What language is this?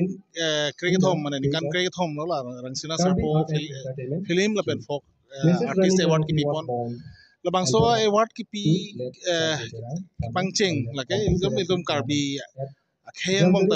Karbi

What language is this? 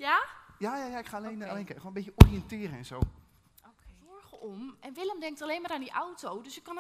Dutch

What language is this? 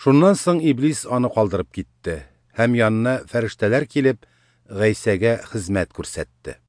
Tatar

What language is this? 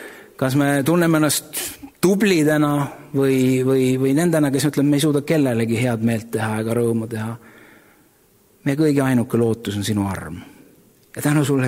Estonian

